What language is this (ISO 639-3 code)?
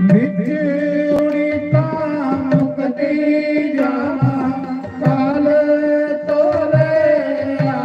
doi